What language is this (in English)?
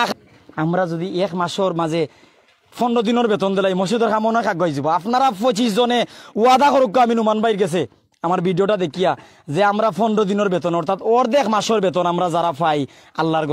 Sylheti